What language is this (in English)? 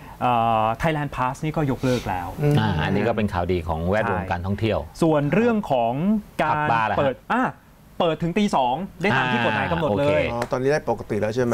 Thai